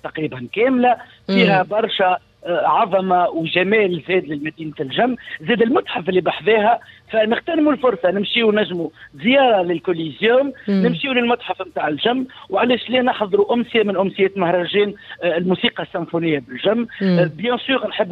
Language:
Tunisian Arabic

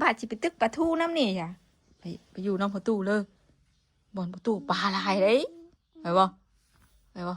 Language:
Northeastern Thai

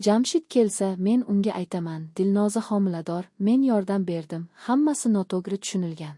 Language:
Uzbek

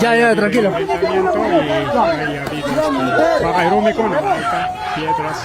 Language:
Ayacucho Quechua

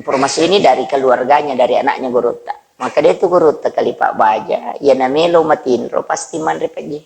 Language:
Buginese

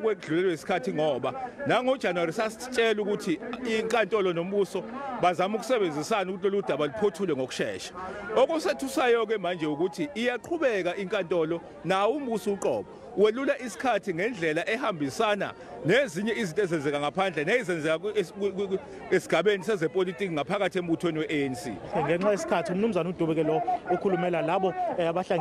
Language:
Zulu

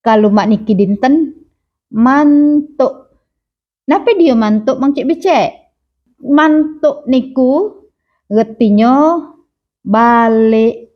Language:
Musi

